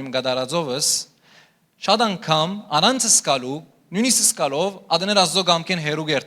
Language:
Western Armenian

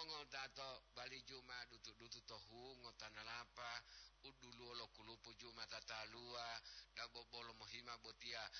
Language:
Gorontalo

